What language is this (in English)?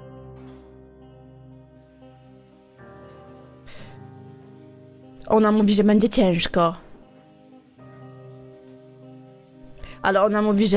Polish